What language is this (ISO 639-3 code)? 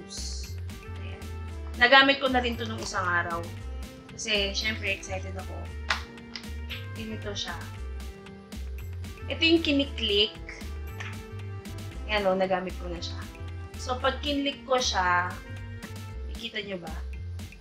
fil